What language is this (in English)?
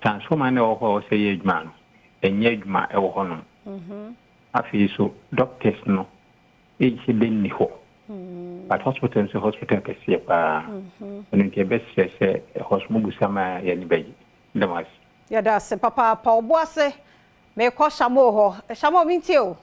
Akan